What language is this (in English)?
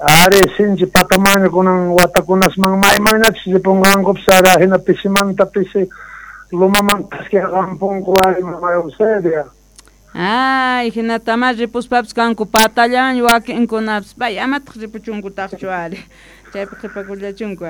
South Bolivian Quechua